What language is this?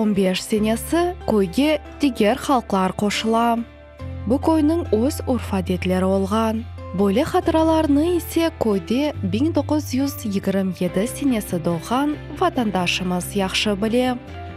Crimean Tatar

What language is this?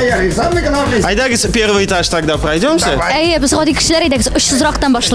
Tatar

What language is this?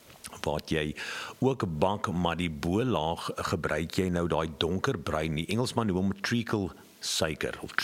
Afrikaans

